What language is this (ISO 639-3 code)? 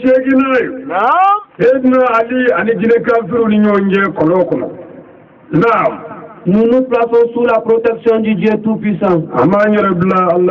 bam